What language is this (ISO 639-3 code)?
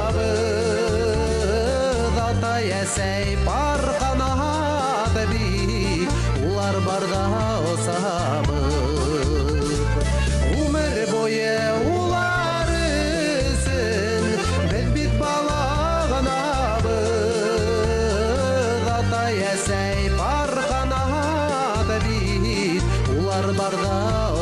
bak